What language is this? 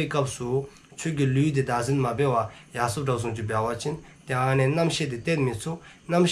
Dzongkha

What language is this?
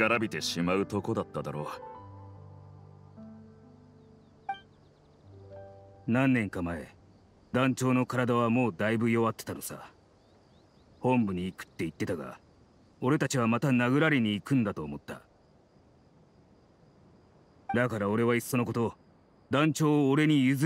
Japanese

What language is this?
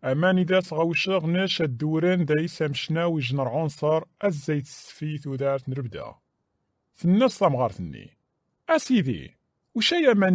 Kabyle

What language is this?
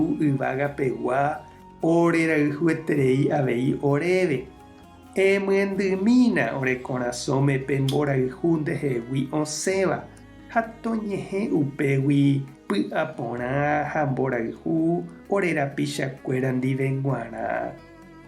Guarani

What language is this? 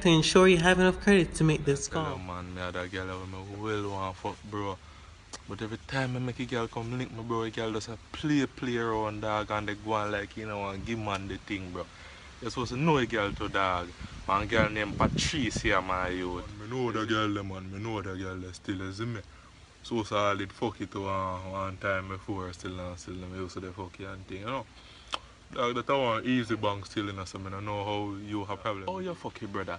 Jamaican Creole English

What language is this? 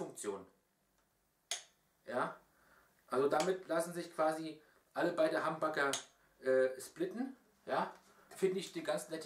German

